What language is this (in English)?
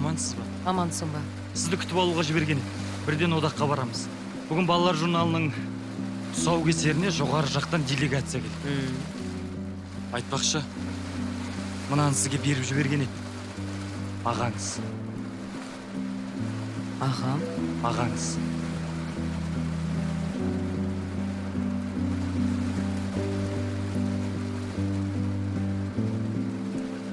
Kazakh